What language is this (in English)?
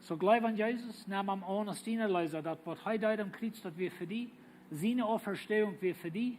Plautdietsch